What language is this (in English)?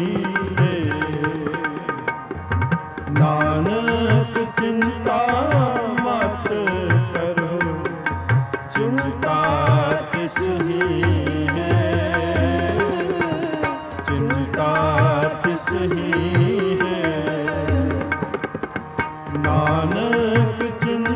Punjabi